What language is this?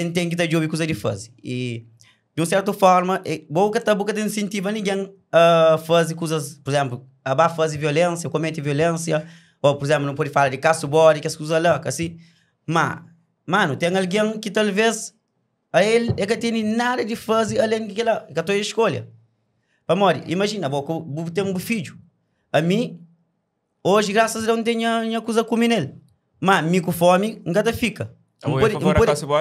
Kabuverdianu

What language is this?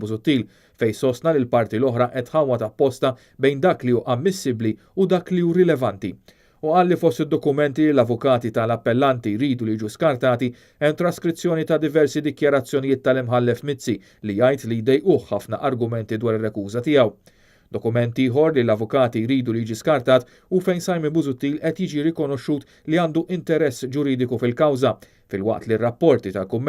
Maltese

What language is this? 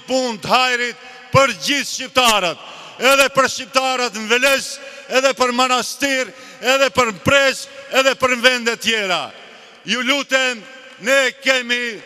Albanian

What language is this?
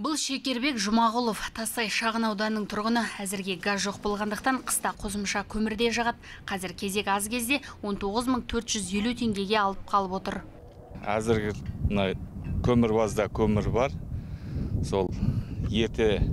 Kazakh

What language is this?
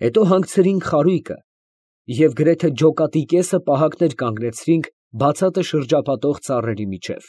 Armenian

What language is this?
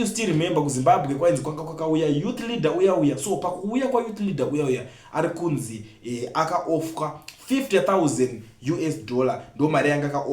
Shona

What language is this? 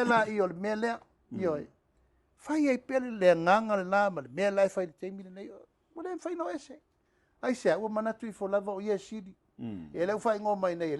Samoan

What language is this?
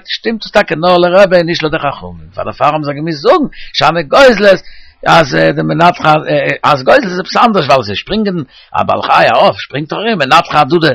Yiddish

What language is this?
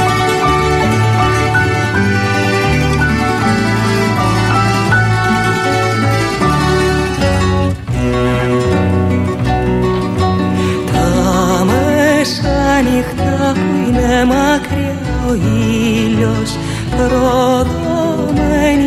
Greek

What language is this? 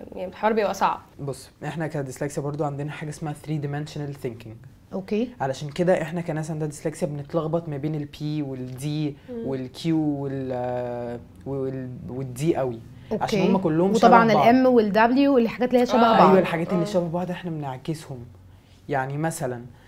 Egyptian Arabic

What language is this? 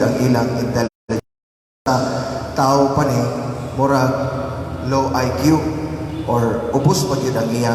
Cebuano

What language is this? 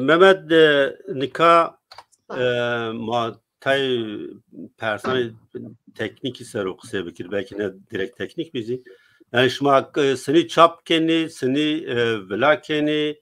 Zaza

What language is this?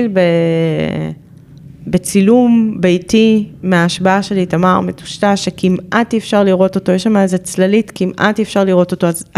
Hebrew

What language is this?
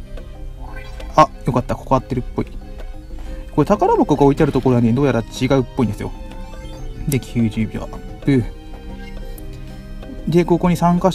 Japanese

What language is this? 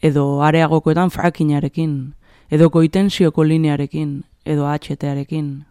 Basque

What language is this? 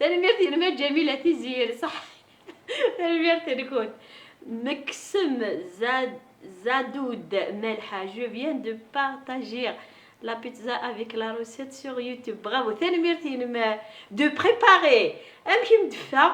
Kabyle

